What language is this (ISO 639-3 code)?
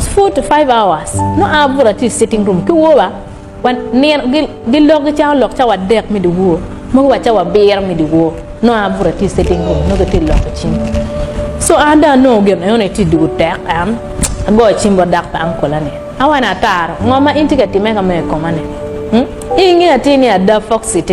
ach